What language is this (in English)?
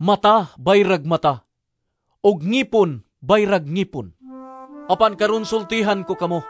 Cebuano